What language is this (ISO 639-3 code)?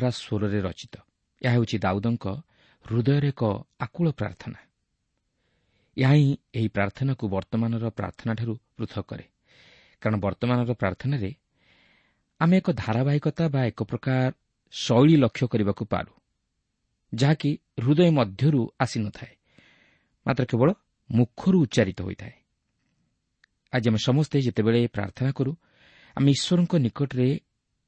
ori